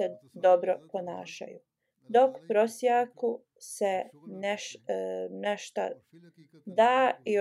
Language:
Bosnian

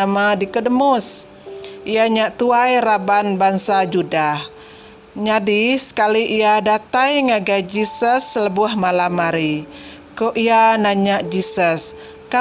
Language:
Iban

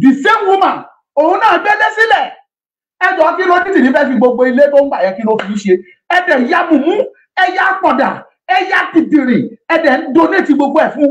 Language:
Yoruba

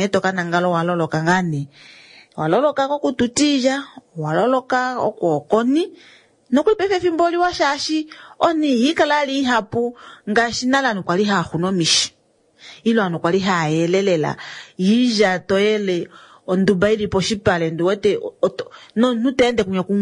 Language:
Kuanyama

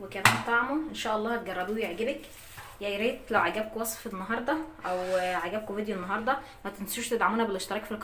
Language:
Egyptian Arabic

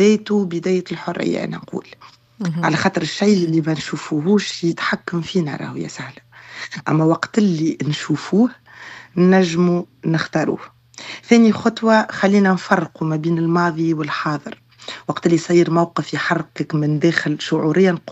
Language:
Tunisian Arabic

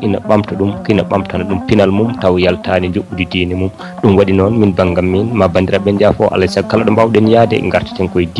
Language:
Fula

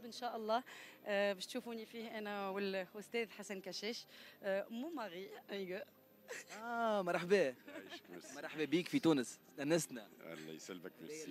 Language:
Tunisian Arabic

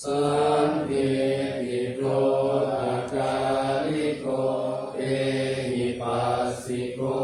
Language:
Pali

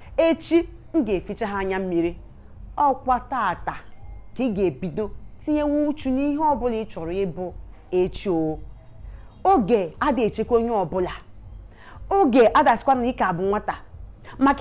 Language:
Igbo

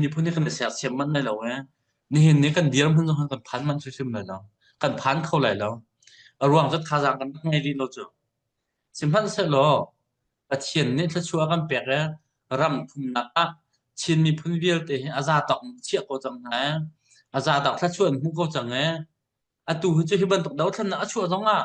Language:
Hakha Chin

